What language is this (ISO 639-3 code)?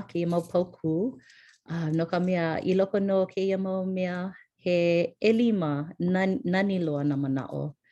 haw